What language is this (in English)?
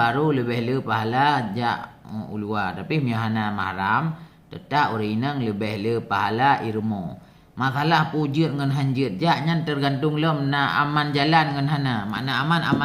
Achinese